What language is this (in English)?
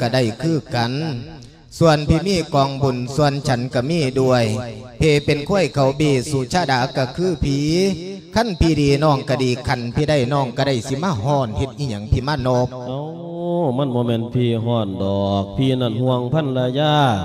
Lao